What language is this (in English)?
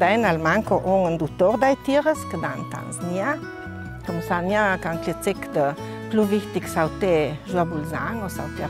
Ladin